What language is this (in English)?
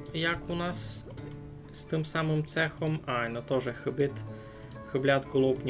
Rusyn